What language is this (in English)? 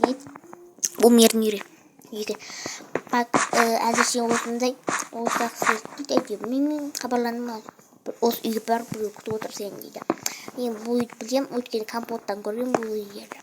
Kazakh